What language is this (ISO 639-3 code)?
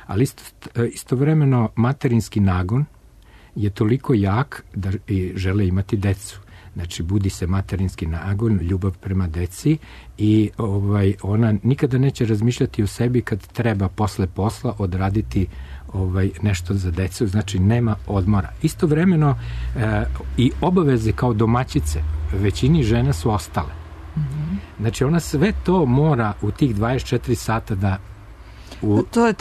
srp